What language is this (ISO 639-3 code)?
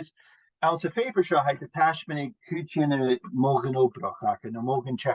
gla